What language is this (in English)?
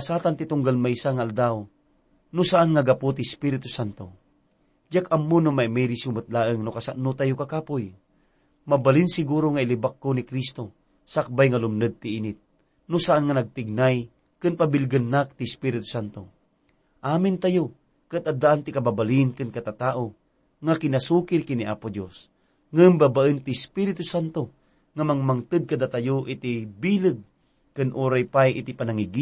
Iloko